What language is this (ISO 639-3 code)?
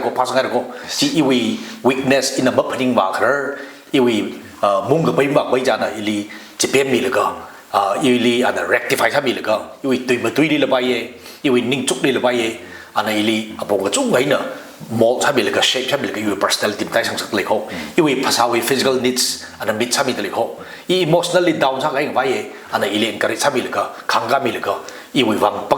nmf